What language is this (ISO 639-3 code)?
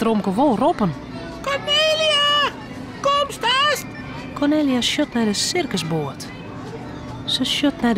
fry